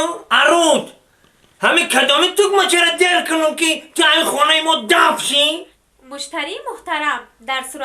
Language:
Tajik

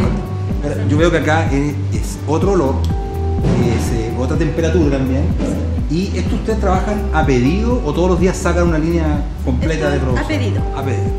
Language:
Spanish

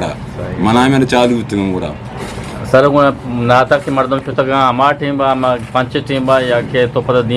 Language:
Eastern Balochi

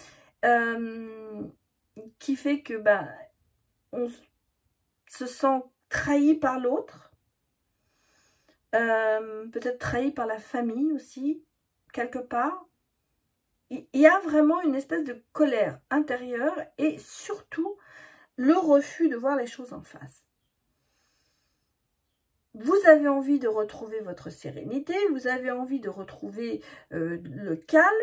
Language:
French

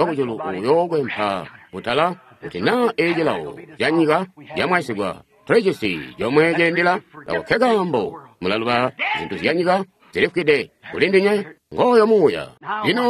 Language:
Tonga (Zambia)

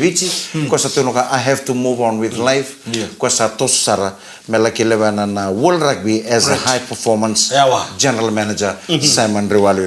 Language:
Fijian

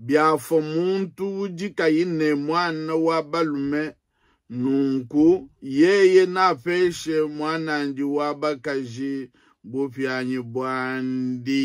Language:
Luba-Lulua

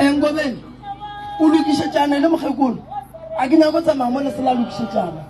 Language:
Northern Sotho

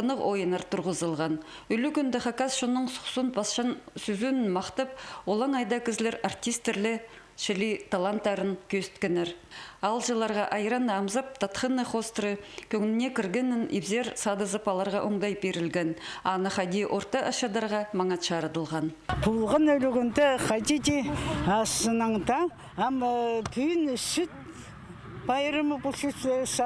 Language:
Khakas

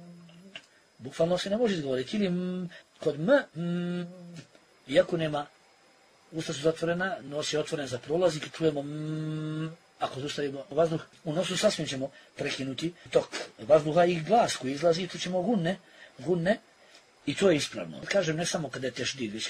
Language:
Bosnian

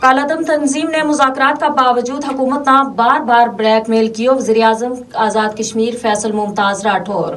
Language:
Gujari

